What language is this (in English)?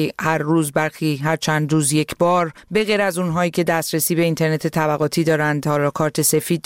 Persian